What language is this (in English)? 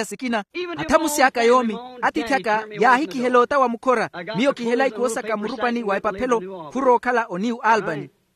Makhuwa